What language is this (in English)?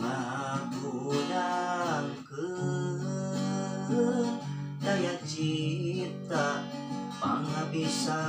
Sundanese